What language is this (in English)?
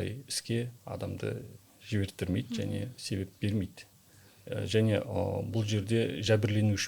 Kazakh